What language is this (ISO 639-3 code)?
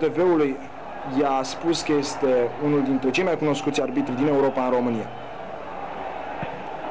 ron